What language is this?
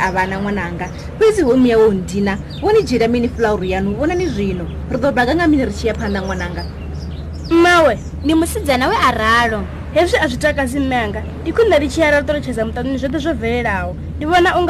Venda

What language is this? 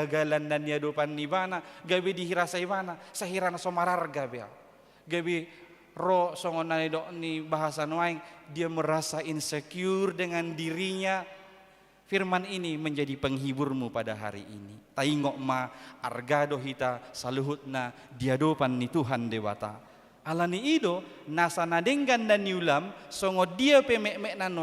Batak Toba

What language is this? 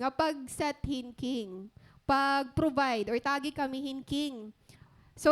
Waray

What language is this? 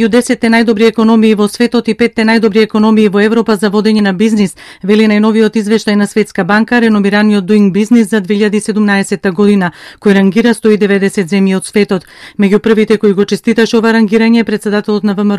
Macedonian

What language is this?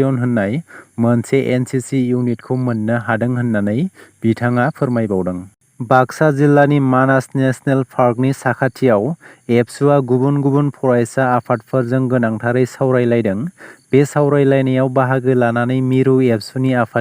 Bodo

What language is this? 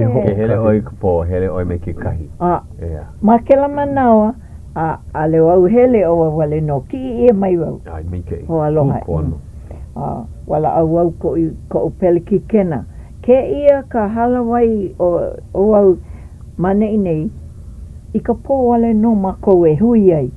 Hawaiian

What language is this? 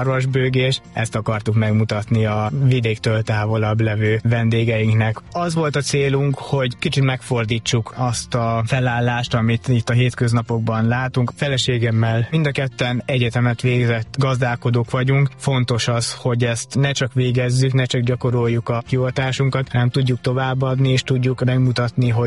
Hungarian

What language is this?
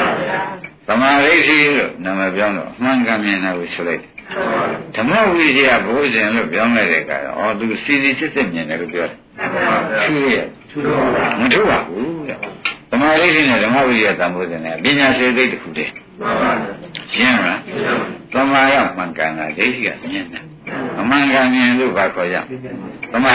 Burmese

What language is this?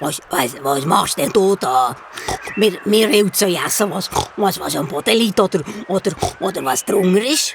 Swiss German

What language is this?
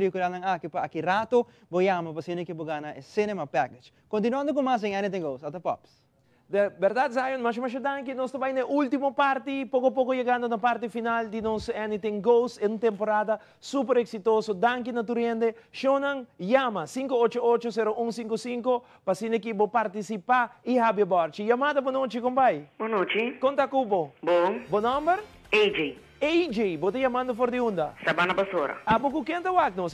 Papiamento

